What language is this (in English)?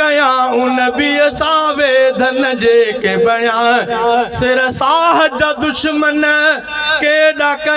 Sindhi